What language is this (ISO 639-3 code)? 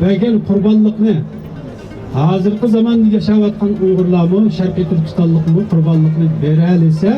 uig